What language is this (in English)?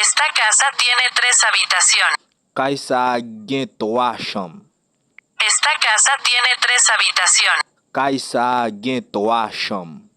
Haitian Creole